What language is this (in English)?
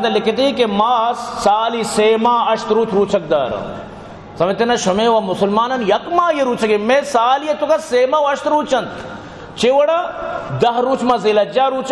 Baluchi